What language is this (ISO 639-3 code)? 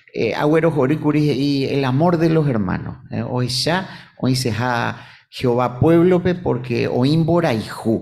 grn